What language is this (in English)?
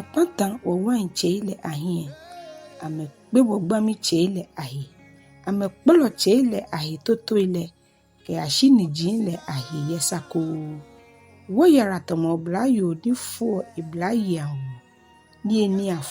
Ga